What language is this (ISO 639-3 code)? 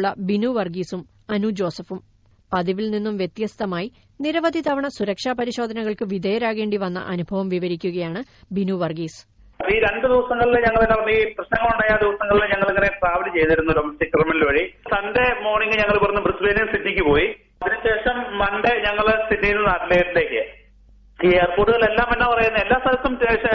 mal